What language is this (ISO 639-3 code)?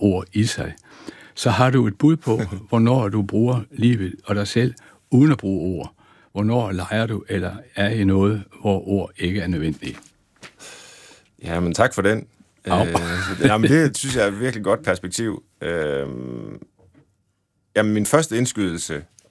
dan